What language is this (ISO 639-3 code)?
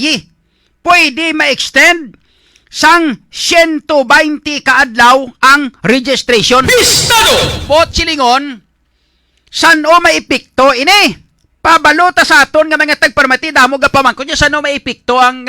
hil